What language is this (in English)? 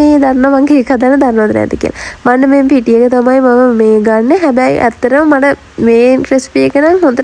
Sinhala